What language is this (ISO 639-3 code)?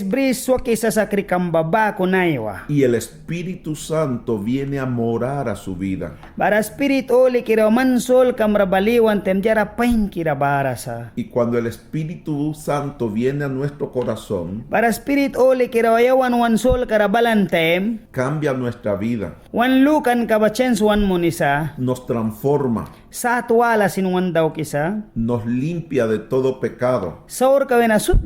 miq